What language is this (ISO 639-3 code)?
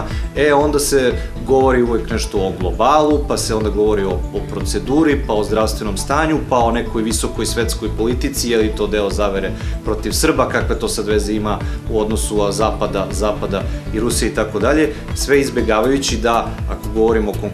srp